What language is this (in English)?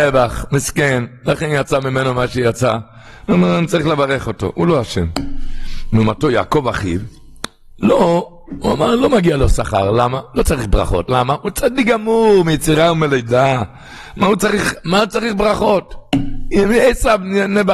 Hebrew